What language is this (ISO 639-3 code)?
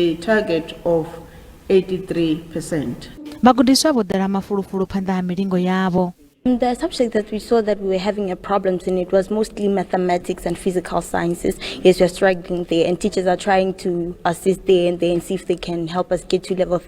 ven